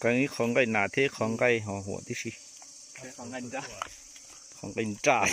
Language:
Hmong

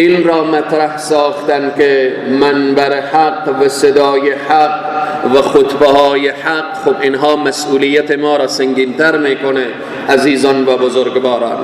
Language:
Persian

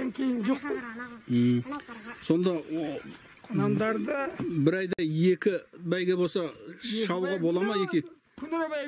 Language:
Kazakh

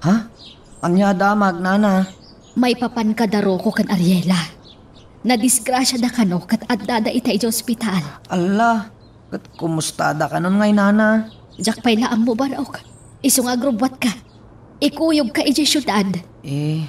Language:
Iloko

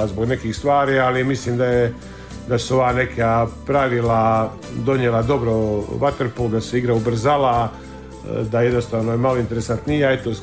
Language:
Croatian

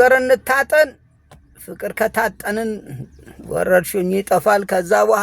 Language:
Amharic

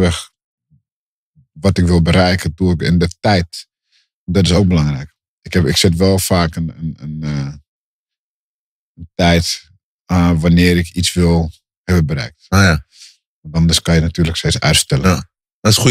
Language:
Dutch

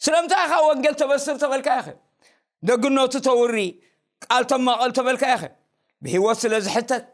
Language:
Tigrinya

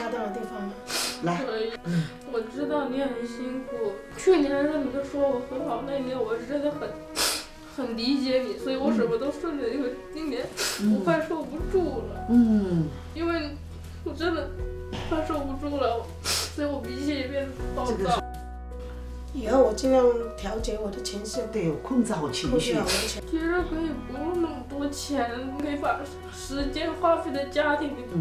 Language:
Chinese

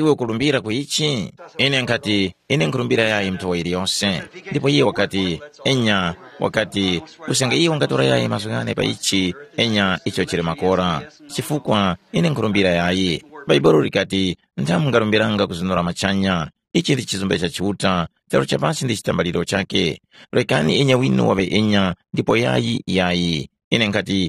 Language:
Tumbuka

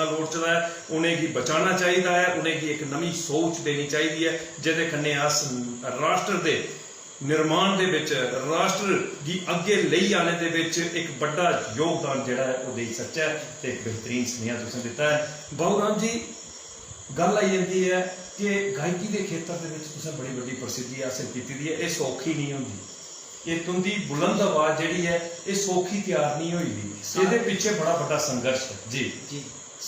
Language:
Dogri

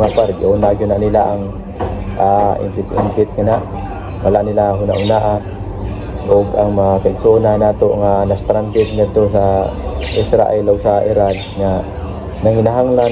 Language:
Cebuano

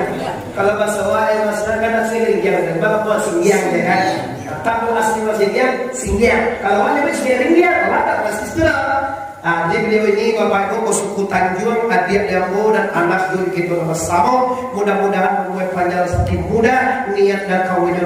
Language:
Minangkabau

